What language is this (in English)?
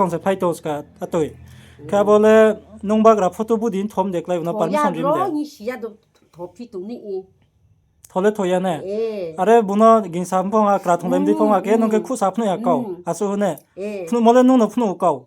Riang (India)